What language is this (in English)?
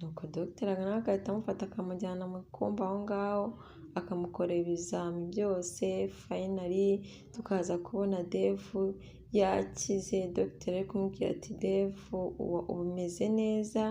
Kinyarwanda